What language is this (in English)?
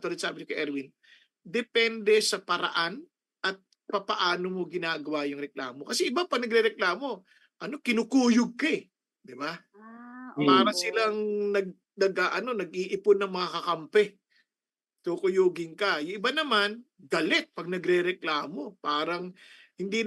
Filipino